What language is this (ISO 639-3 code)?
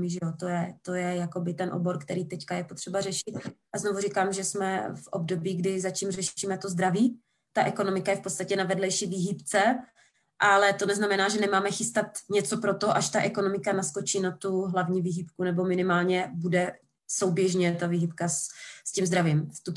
ces